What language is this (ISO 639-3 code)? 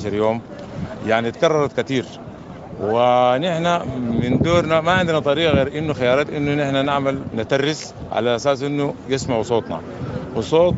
apd